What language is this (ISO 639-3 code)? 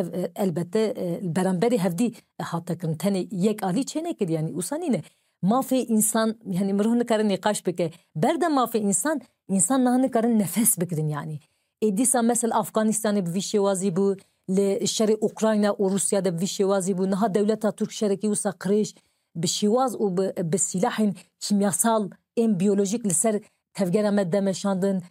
kur